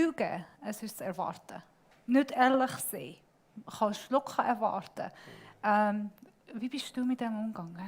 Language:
Swiss German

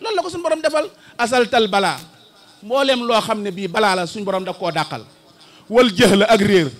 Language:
Wolof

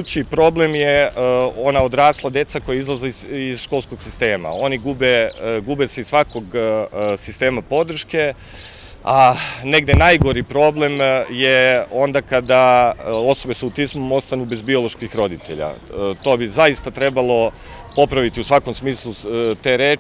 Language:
Serbian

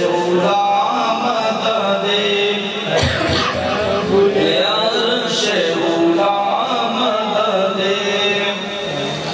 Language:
Urdu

